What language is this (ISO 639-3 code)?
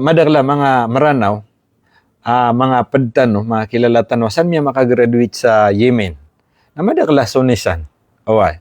mrw